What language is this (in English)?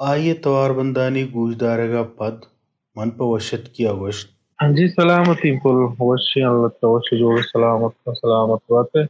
Baluchi